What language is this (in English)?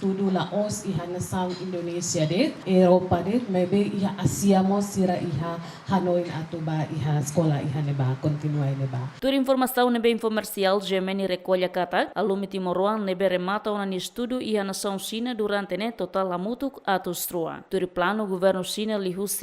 Tetum